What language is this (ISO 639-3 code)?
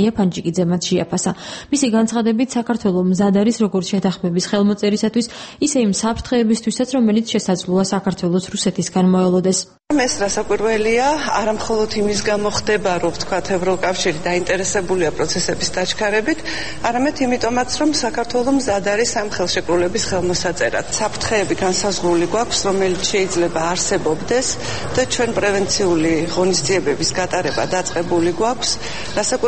kat